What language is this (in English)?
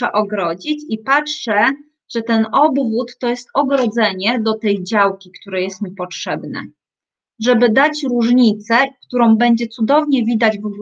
Polish